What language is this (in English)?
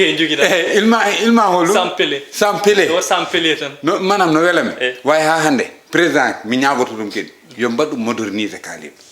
Fula